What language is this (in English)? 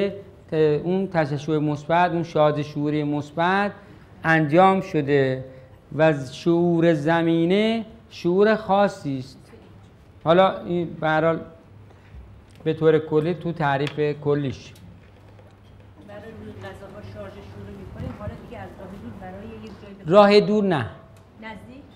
Persian